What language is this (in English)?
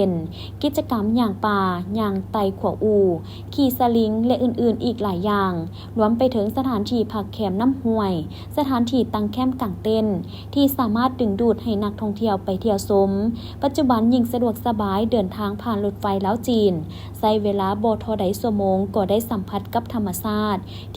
Lao